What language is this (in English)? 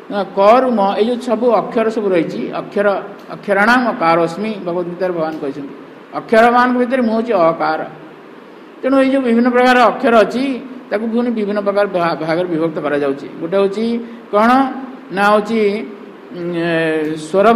Odia